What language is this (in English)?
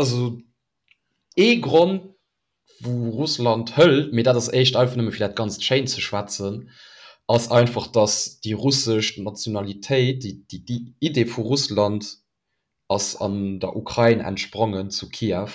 Luxembourgish